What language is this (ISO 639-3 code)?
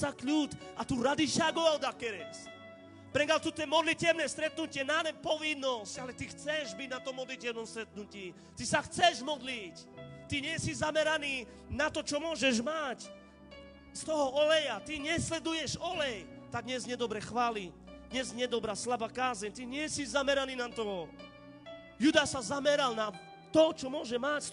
slk